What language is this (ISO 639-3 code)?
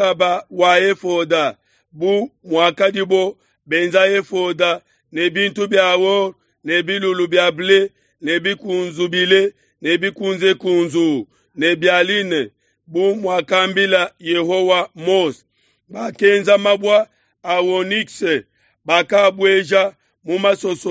lua